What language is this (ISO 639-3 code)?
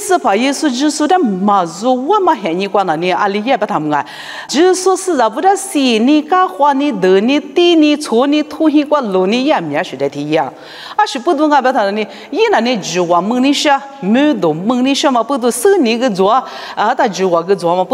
lis